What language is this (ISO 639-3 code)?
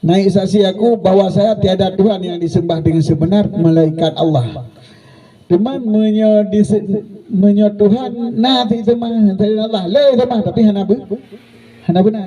ace